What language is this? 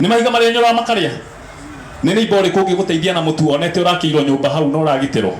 Kikuyu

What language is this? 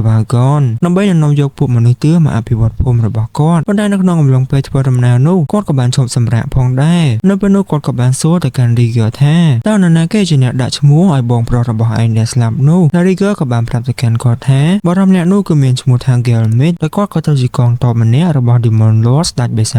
Khmer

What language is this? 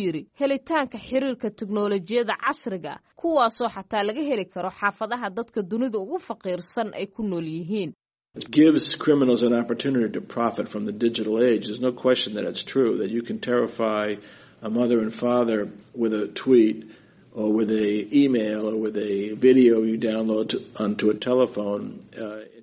Somali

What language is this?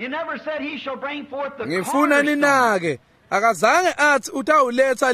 Swati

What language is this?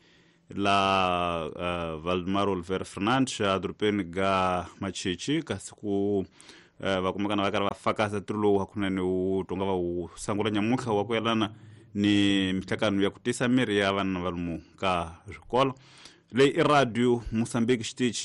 Tsonga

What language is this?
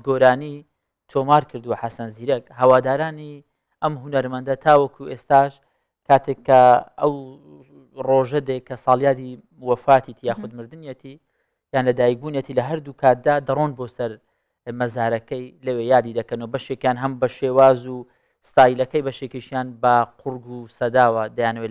Central Kurdish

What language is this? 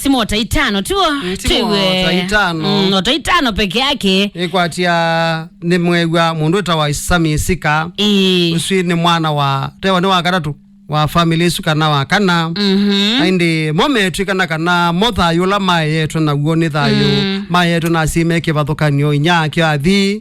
Kamba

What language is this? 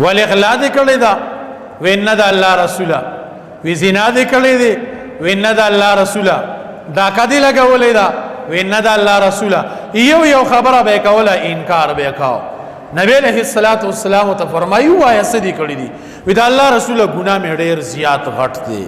Pashto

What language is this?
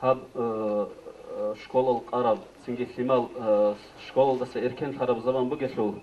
Avaric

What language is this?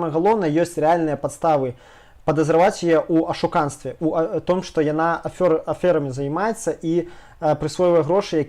Belarusian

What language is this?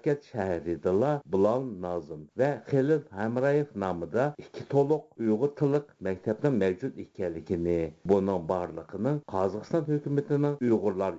Uyghur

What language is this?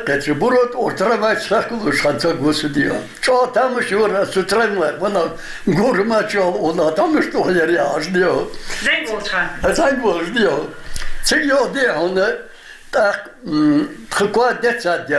Ingush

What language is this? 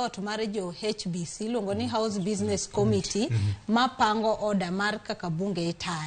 Luo (Kenya and Tanzania)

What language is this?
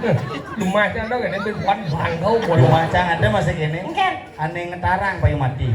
Balinese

